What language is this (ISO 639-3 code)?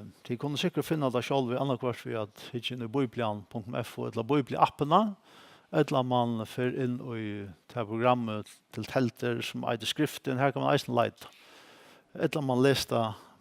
fao